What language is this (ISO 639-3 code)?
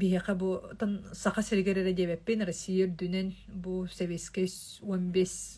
sah